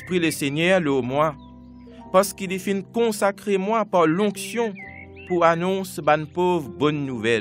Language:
Morisyen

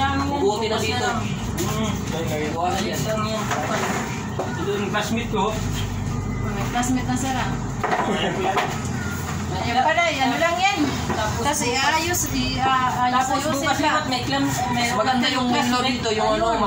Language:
Filipino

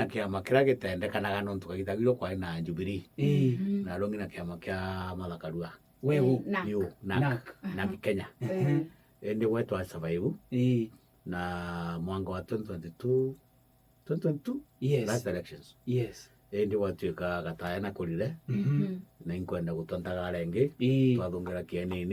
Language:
Meru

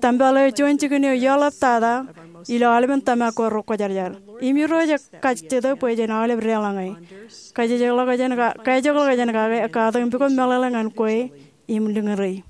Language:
Marshallese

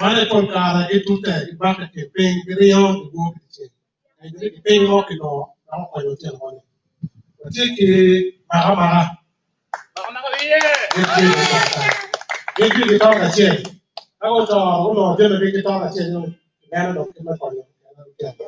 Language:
Acoli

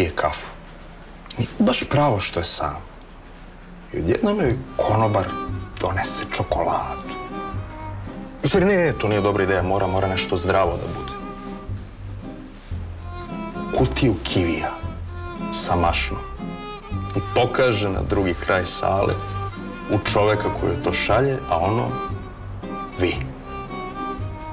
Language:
Serbian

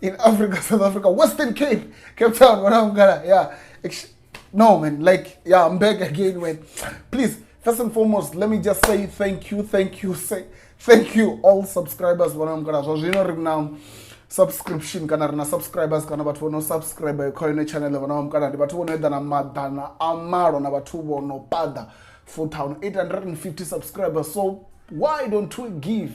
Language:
Venda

